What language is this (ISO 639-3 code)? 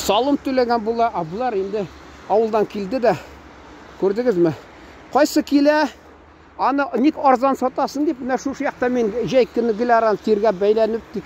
tat